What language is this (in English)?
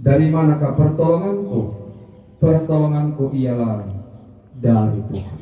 Toraja-Sa'dan